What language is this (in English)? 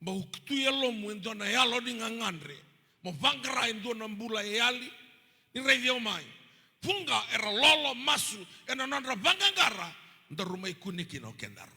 Fijian